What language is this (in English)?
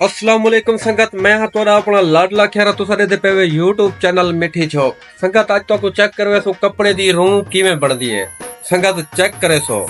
Saraiki